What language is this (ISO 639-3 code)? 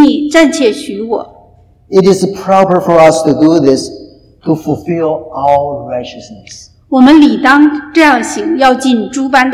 zho